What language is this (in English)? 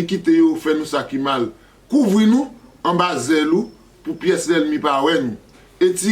Haitian Creole